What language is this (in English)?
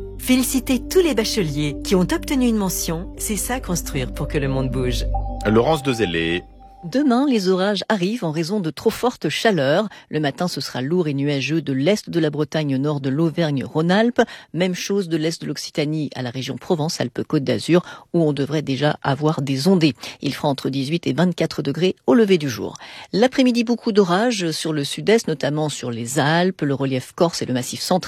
French